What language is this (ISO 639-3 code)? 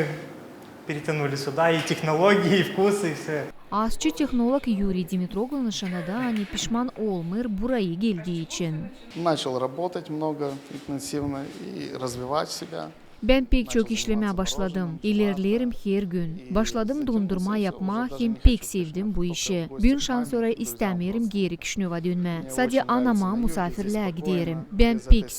gag